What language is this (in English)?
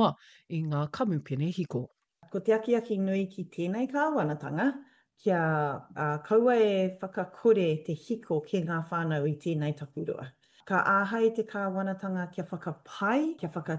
Māori